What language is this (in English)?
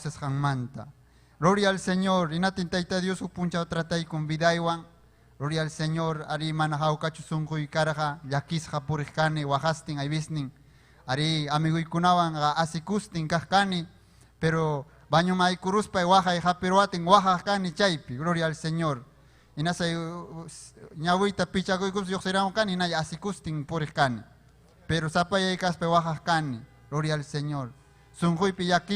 Ayacucho Quechua